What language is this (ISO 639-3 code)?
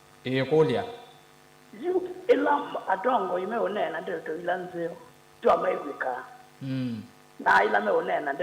kam